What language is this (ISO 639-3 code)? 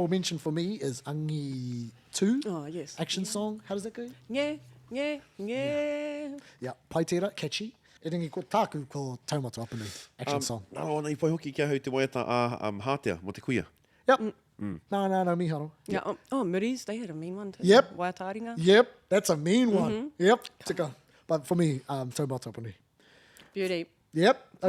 mri